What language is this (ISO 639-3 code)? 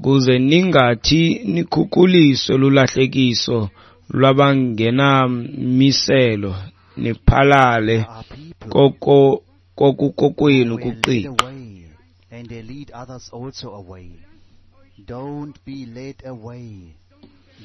xho